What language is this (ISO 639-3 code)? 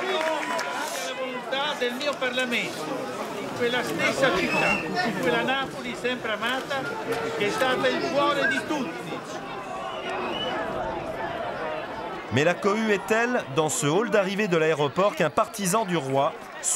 fra